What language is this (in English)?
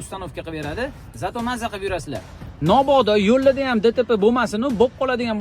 Uzbek